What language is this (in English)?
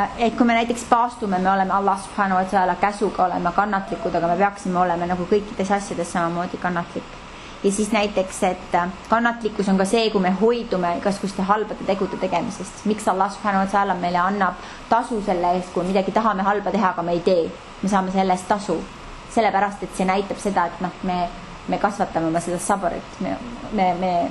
Estonian